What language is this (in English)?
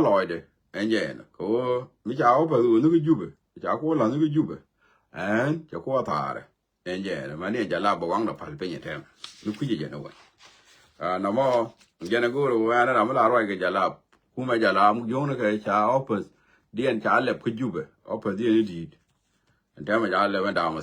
Nuer